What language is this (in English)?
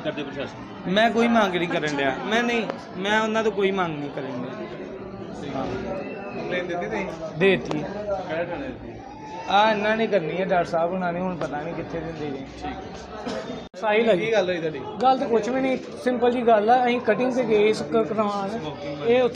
Punjabi